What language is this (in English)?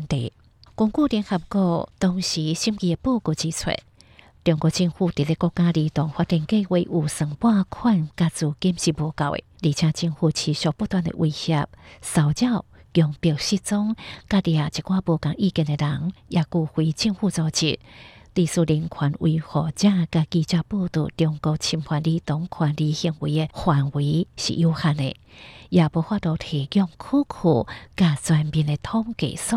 Hakka Chinese